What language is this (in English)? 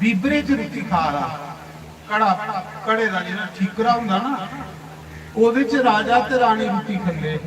Dogri